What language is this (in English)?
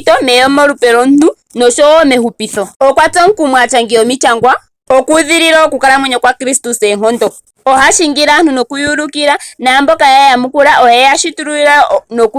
Ndonga